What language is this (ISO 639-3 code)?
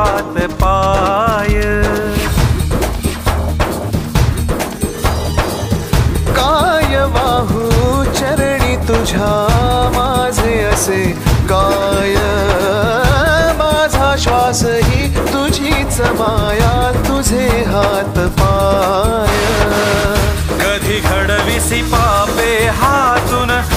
mar